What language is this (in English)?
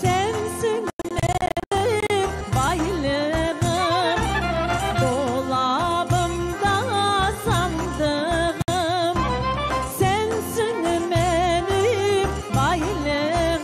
Crimean Tatar